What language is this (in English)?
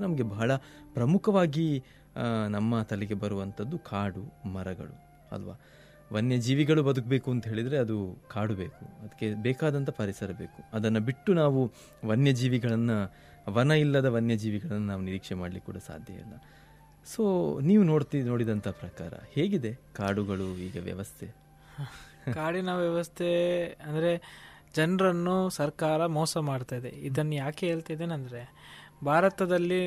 Kannada